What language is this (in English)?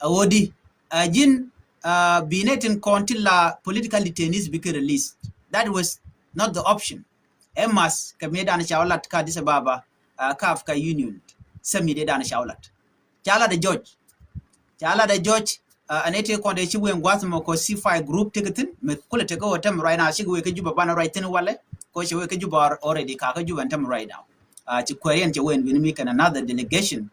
Nuer